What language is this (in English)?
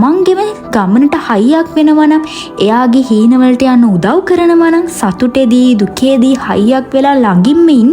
Sinhala